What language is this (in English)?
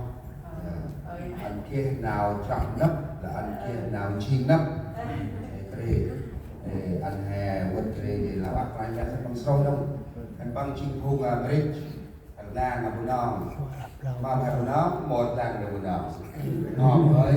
Central Mnong